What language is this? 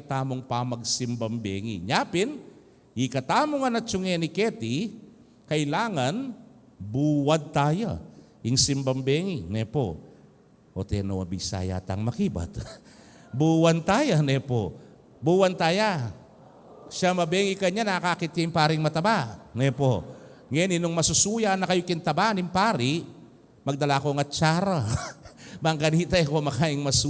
Pampanga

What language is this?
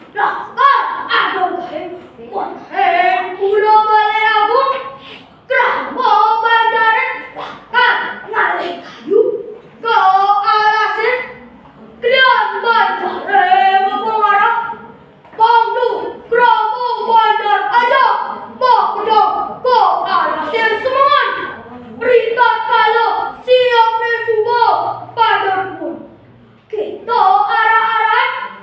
Balinese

